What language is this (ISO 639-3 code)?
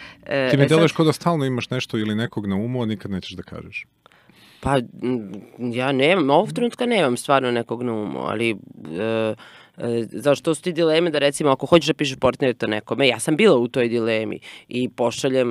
srp